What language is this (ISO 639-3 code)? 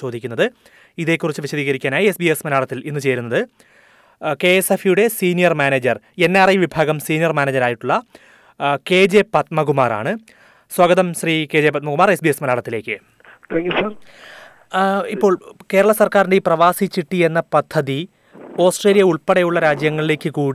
mal